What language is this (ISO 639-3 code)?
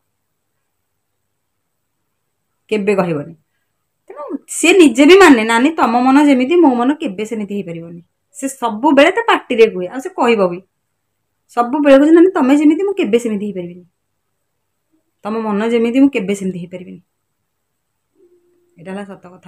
ori